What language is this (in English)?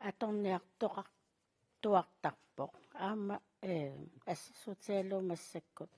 Kalaallisut